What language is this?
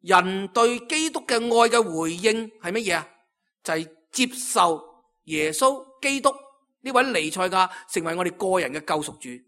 Cantonese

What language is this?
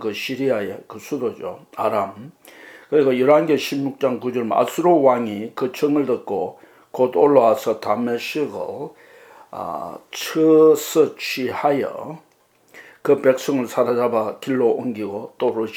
Korean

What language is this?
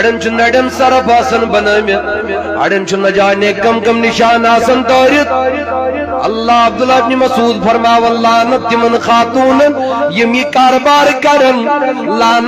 Kashmiri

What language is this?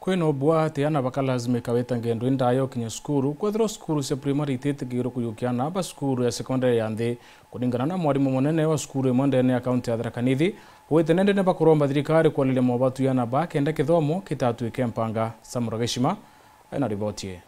Meru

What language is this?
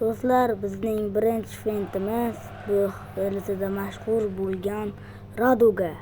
Uzbek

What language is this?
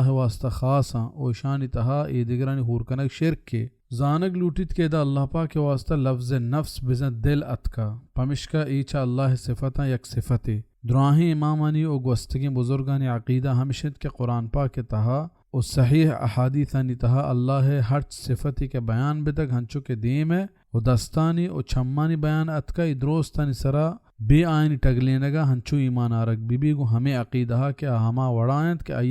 Baluchi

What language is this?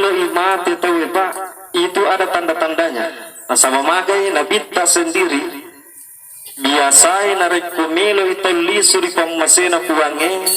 Buginese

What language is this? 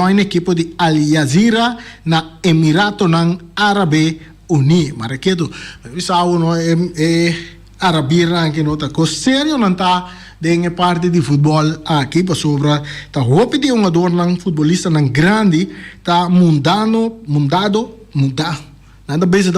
Papiamento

